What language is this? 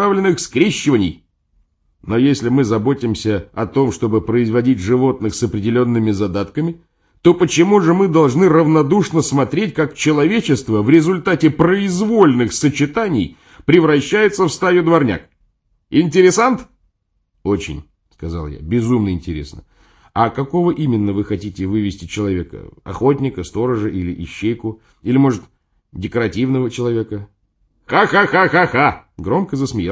Russian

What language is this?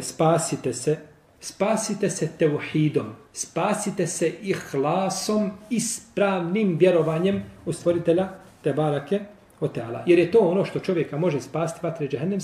Bosnian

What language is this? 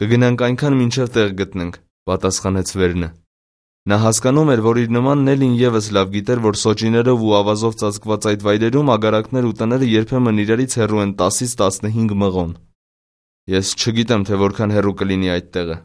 Armenian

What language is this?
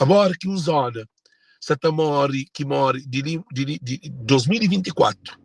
Kabuverdianu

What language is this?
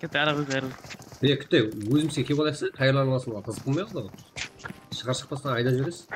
Kara-Kalpak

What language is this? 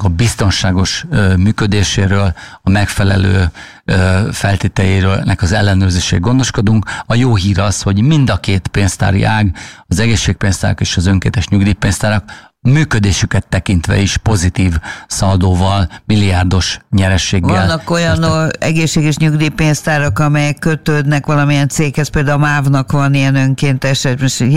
Hungarian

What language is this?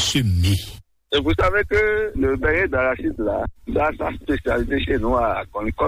French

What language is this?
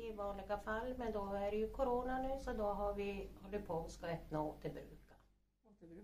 Swedish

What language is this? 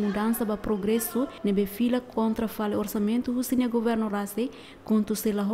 Tetum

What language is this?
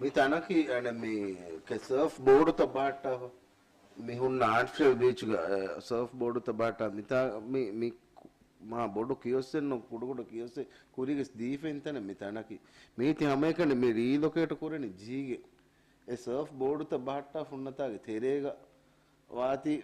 Divehi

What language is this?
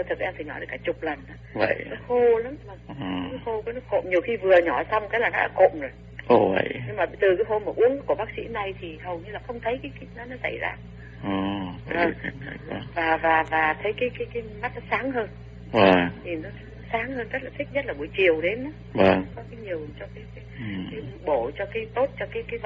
Vietnamese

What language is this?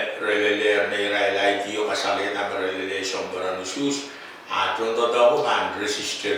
Pohnpeian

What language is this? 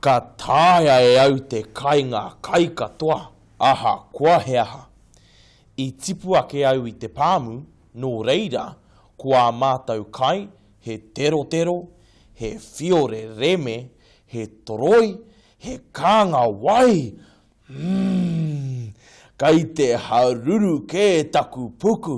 Māori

